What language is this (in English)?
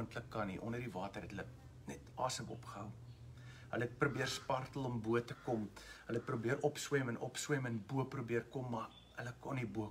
Afrikaans